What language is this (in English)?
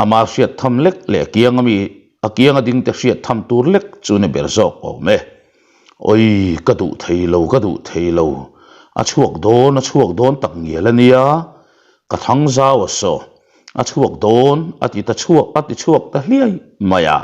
Mizo